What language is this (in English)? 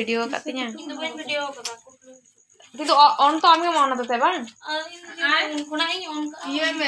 Santali